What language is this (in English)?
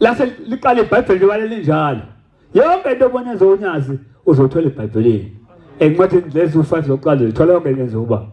Zulu